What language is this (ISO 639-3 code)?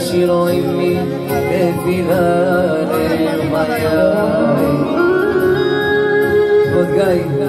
heb